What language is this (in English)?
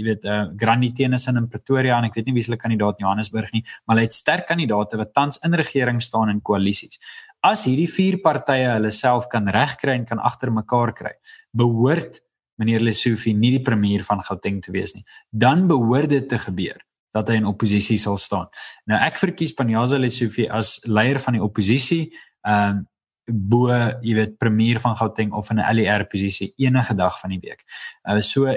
Afrikaans